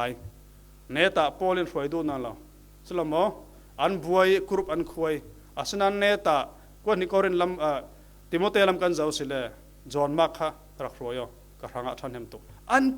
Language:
Falam Chin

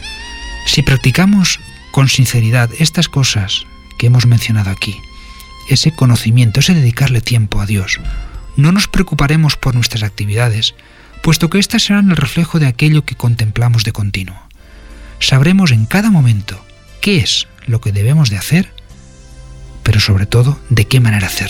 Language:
Spanish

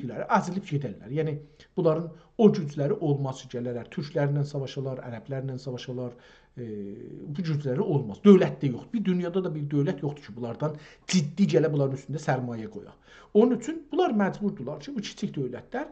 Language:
South Azerbaijani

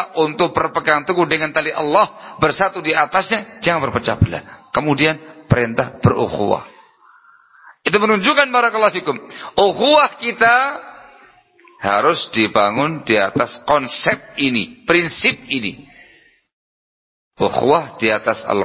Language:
Indonesian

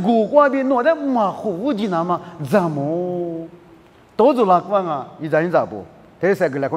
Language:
Lisu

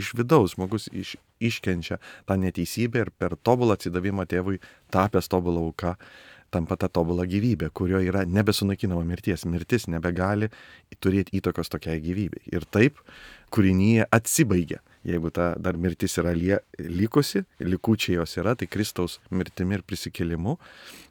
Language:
Lithuanian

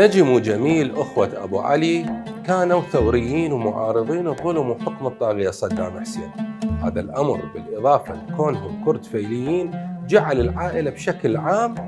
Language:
Mesopotamian Arabic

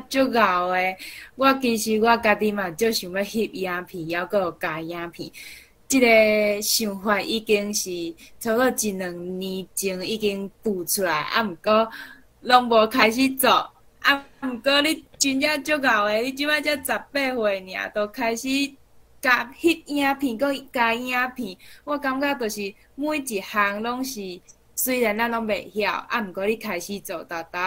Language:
Min Nan Chinese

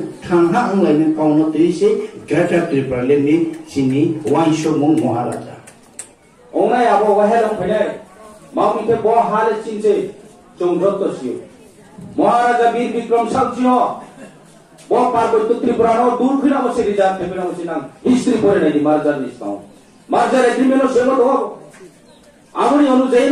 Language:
Riang (India)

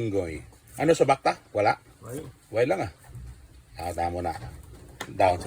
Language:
Hiligaynon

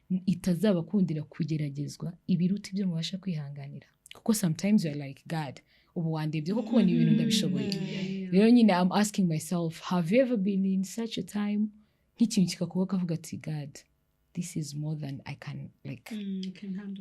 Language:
Kinyarwanda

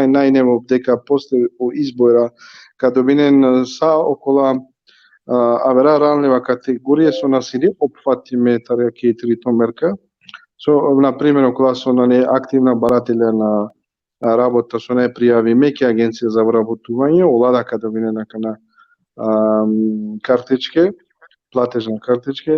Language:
Balkan Romani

